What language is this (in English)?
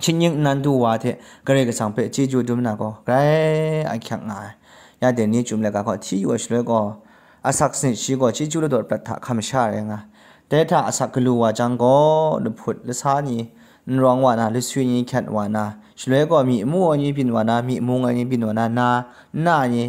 Kachin